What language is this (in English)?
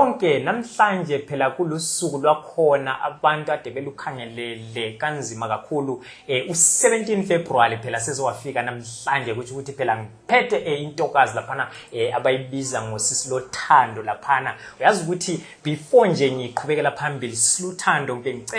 Zulu